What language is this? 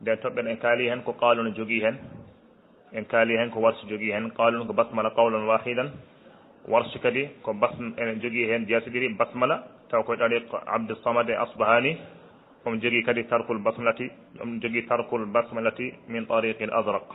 Fula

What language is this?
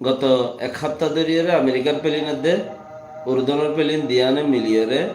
Rohingya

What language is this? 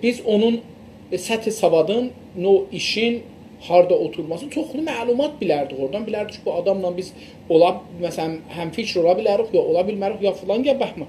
South Azerbaijani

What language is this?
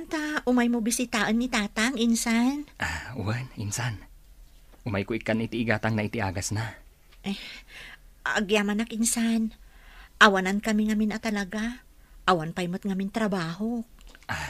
Iloko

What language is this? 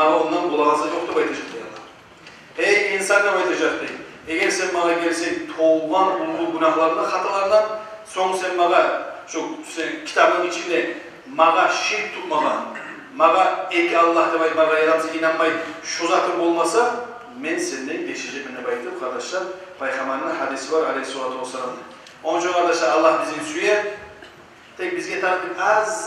Kumyk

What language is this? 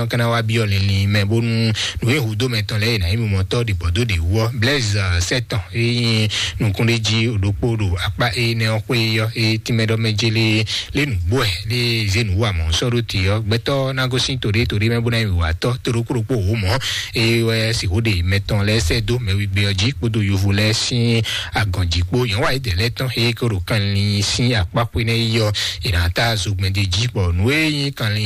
Fon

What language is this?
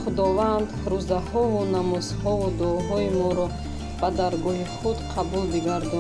Tajik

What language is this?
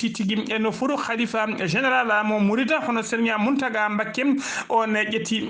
Fula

